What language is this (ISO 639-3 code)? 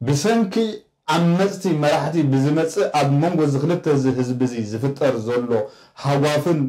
tir